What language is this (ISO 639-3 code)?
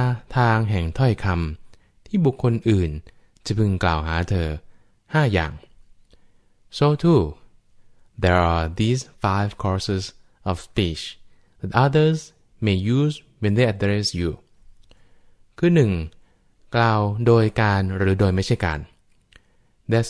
tha